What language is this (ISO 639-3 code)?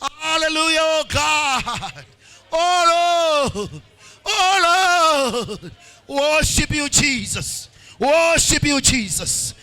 nya